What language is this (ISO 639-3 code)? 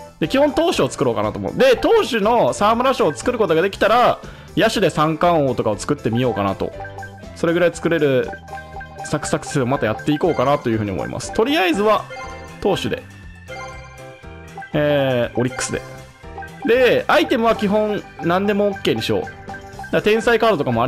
jpn